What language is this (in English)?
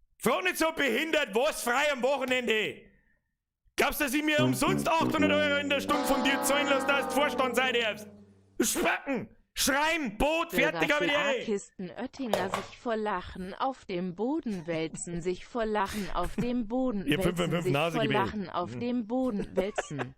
Bavarian